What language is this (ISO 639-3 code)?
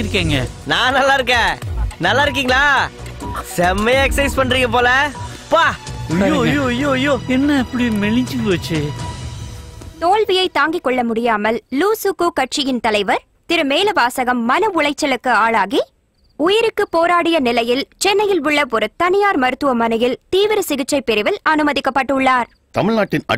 tam